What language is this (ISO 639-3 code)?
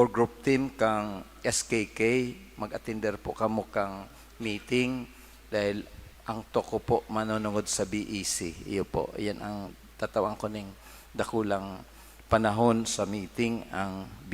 bik